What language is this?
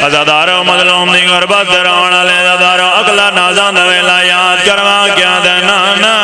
Pahari-Potwari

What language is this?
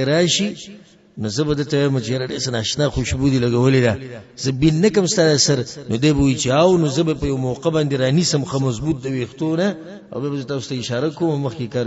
Pashto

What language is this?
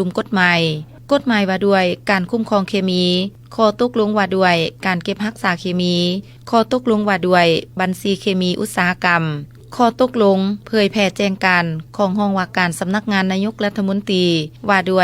Lao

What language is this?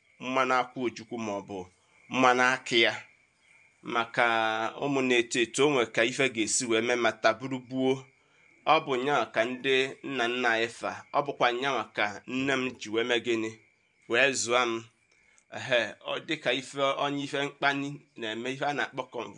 Igbo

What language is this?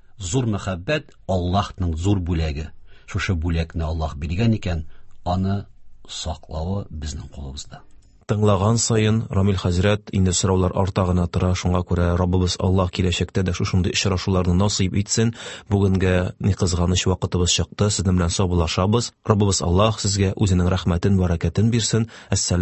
Tatar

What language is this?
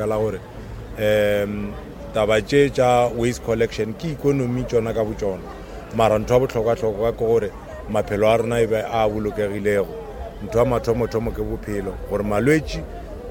Northern Sotho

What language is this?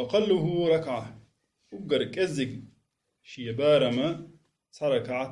Chechen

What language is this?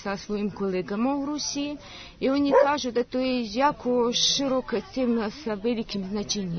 Serbian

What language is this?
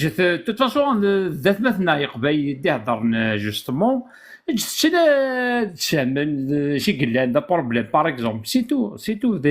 Kabyle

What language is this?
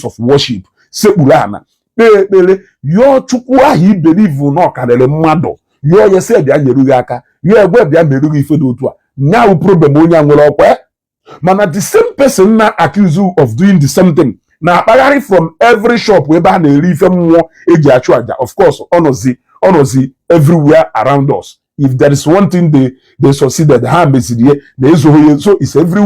Igbo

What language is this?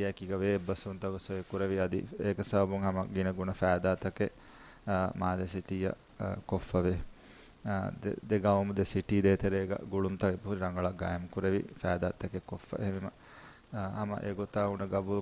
Divehi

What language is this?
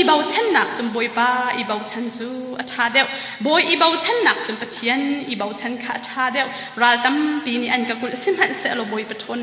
Hakha Chin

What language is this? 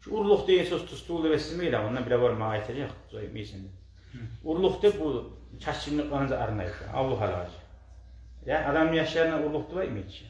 Kumyk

